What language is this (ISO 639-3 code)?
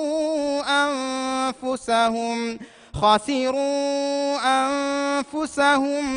div